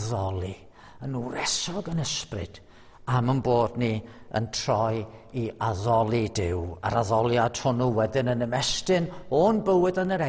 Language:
Welsh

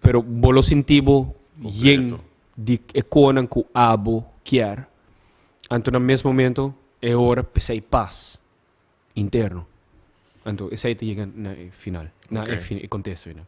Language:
Papiamento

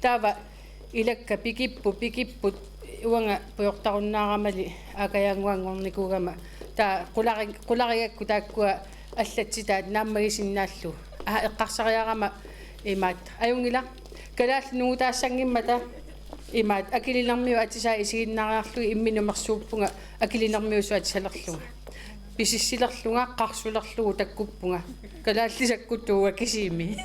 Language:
Kalaallisut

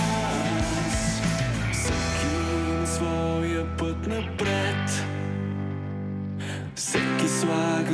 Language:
Bulgarian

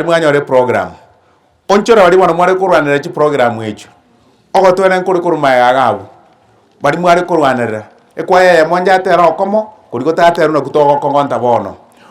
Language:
Gusii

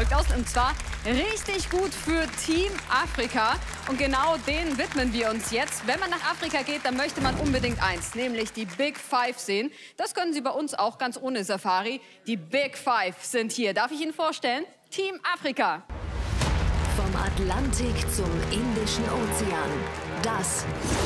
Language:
German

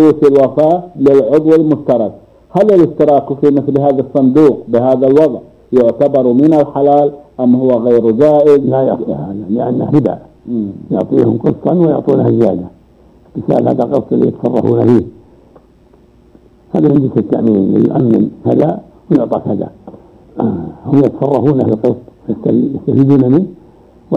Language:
Arabic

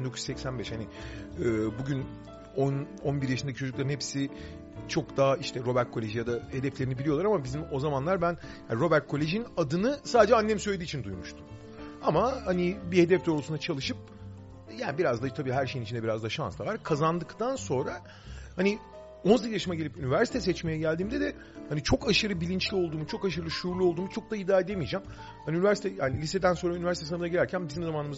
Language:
Turkish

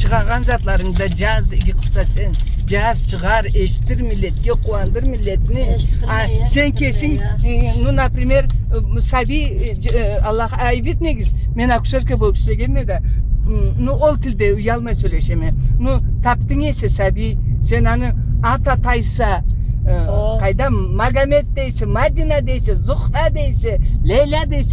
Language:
Karachay-Balkar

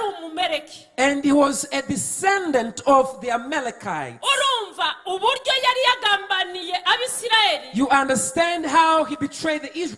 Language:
Kinyarwanda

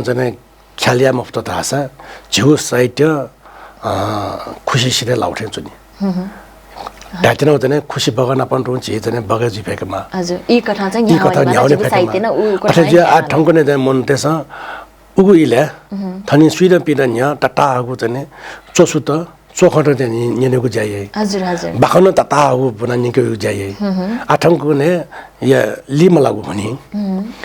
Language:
Newari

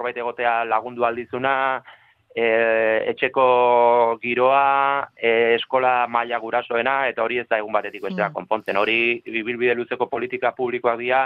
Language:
Basque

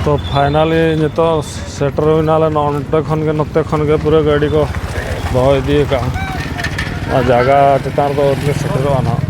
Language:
Santali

